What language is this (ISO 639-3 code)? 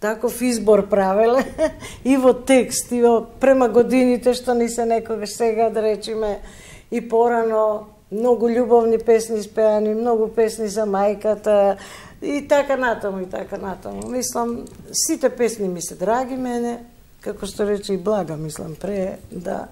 mkd